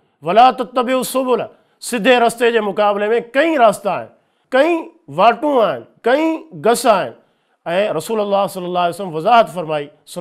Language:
Sindhi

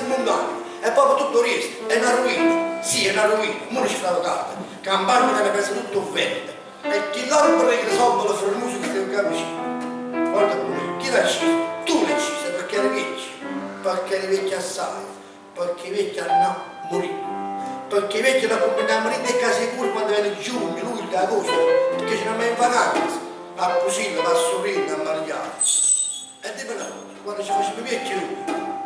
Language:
Neapolitan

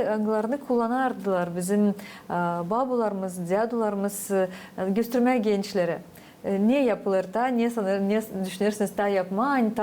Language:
Gagauz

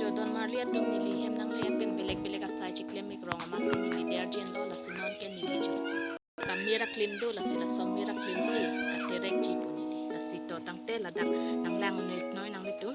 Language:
Karbi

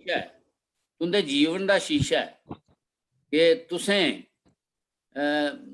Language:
Dogri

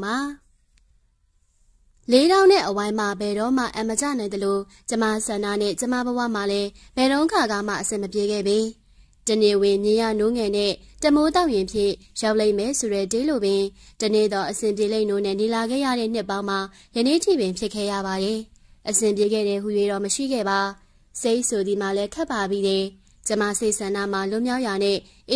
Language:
Burmese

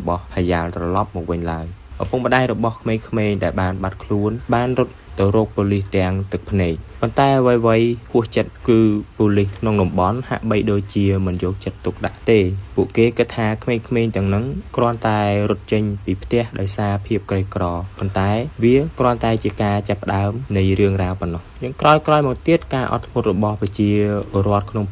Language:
Khmer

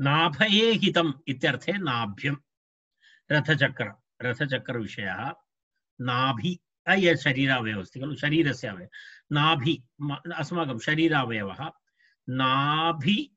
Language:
Sanskrit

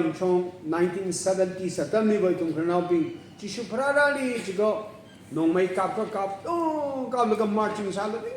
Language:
Tangkhul Naga (India)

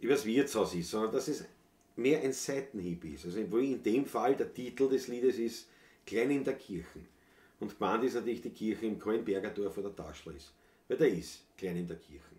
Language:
Bavarian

